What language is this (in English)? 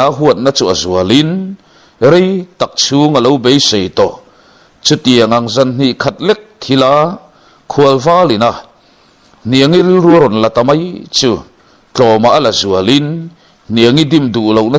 Mizo